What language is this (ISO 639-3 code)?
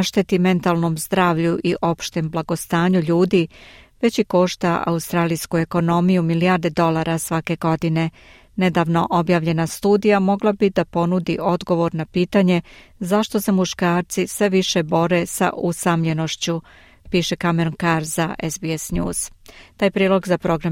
srp